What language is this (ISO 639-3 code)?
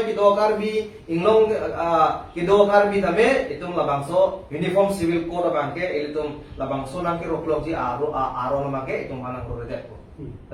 mjw